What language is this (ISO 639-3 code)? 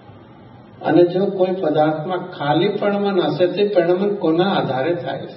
guj